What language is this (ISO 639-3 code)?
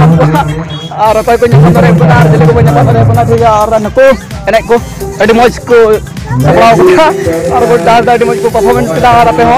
sat